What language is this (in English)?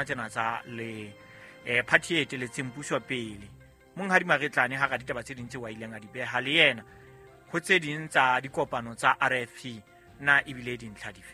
Southern Sotho